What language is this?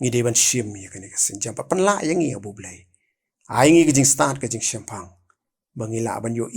Khasi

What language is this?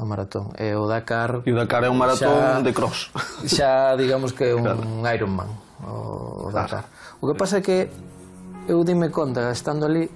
Galician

